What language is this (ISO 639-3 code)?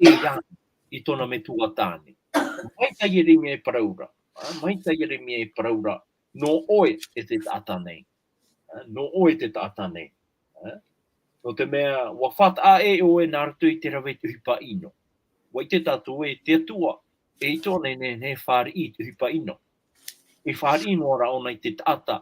tah